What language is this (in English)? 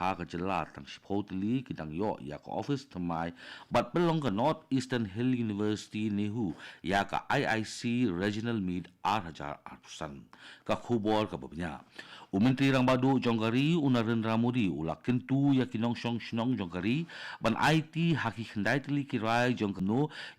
Khasi